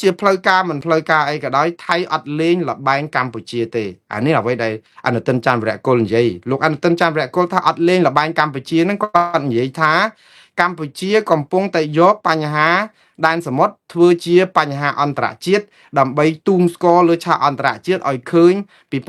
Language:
Khmer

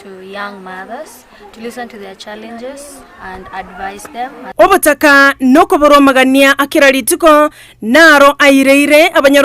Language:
Gusii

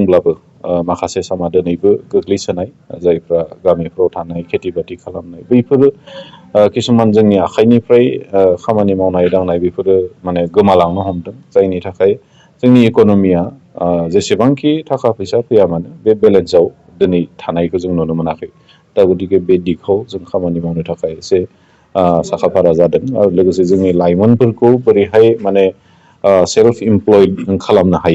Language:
Bodo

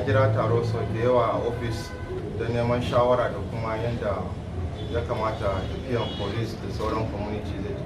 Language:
Hausa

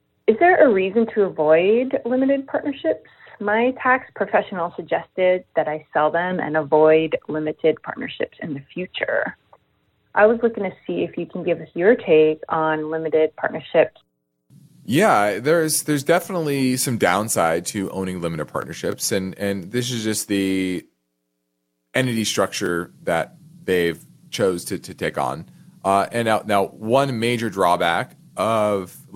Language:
English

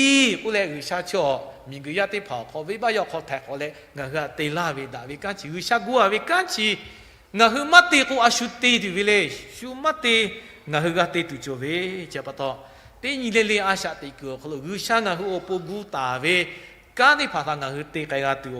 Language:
Lahu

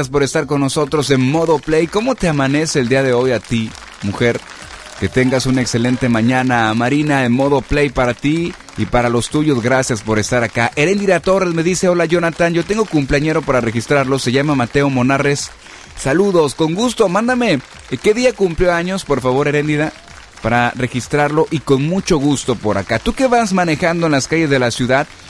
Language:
Spanish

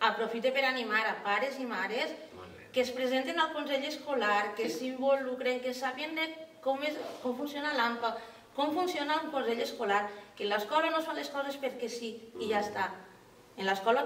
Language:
Catalan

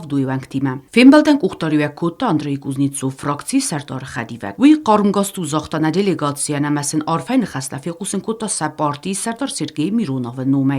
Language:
Ossetic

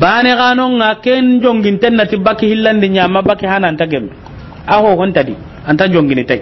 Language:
Soninke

